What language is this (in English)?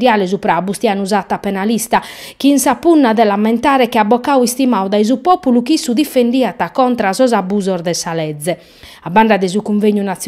Sardinian